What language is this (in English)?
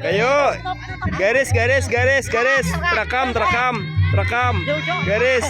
Banjar